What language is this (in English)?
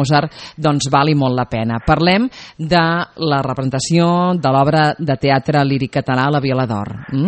Catalan